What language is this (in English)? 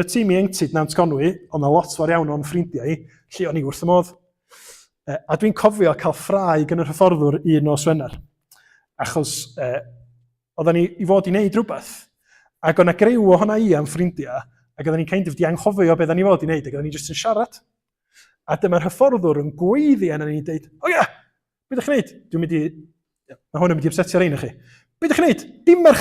Welsh